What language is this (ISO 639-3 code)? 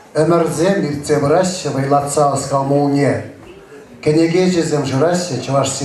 chv